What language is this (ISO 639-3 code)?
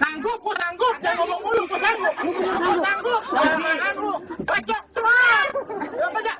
bew